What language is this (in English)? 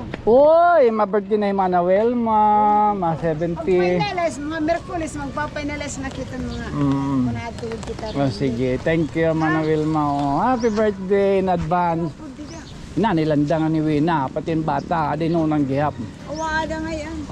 Waray